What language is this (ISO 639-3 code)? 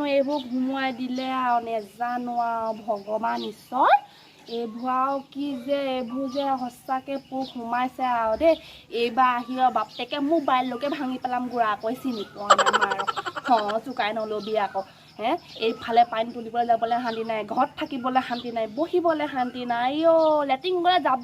asm